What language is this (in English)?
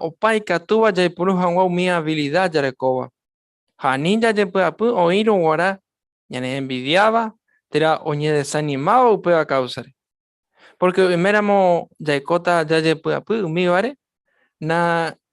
Guarani